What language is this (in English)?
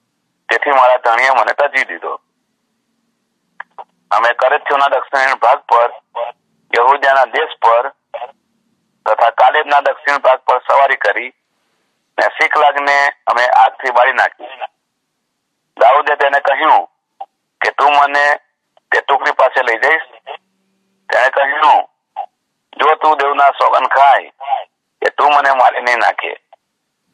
Gujarati